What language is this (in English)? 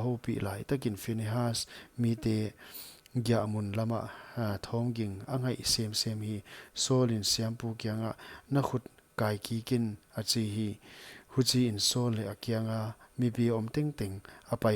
Paite Chin